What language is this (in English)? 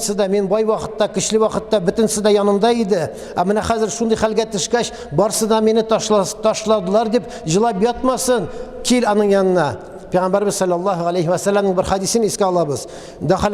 Tatar